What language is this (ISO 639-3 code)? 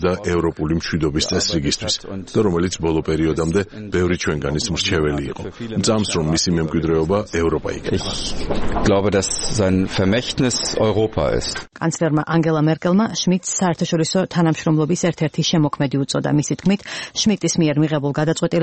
kat